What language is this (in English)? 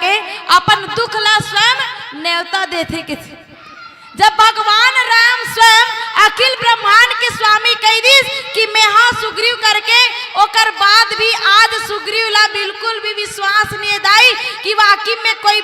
Chhattisgarhi